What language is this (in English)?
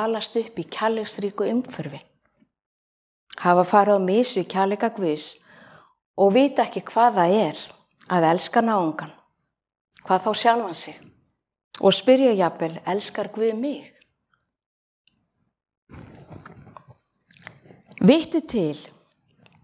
Icelandic